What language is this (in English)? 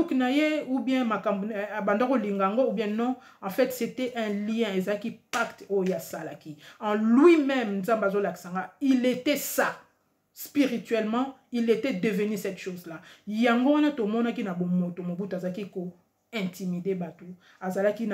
Lingala